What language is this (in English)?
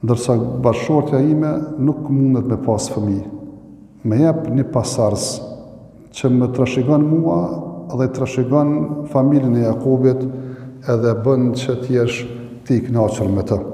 Albanian